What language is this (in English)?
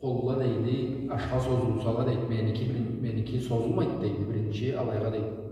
Karachay-Balkar